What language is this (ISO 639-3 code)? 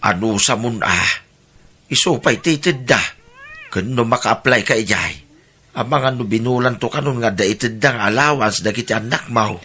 ilo